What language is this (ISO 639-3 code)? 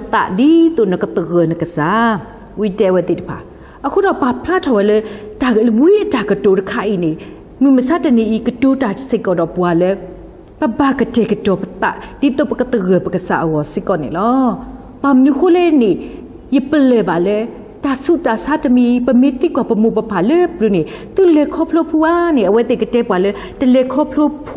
ksw